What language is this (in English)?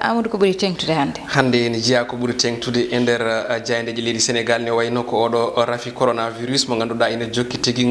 Fula